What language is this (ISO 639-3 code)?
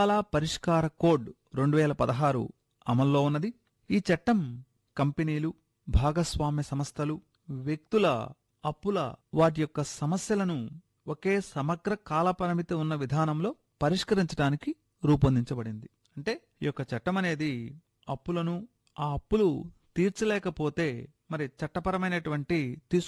tel